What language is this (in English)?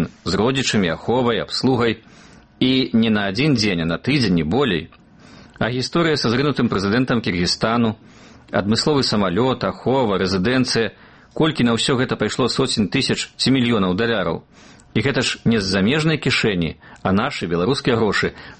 Belarusian